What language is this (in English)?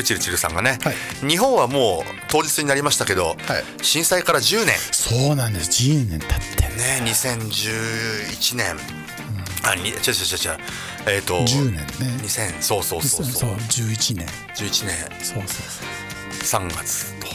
Japanese